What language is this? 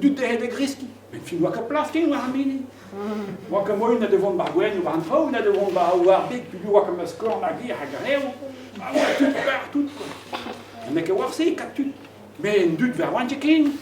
Breton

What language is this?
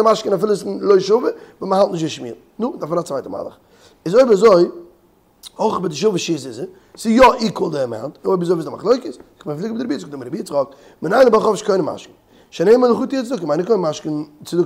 Yiddish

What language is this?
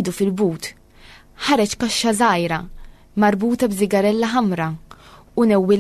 Maltese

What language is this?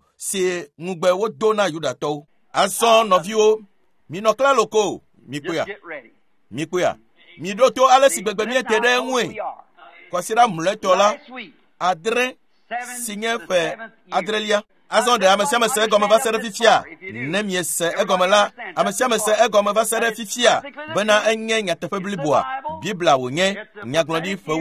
Ewe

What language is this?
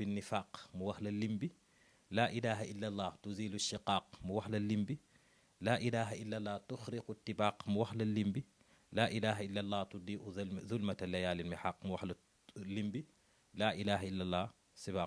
Wolof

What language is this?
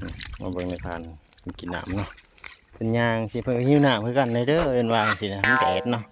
Lao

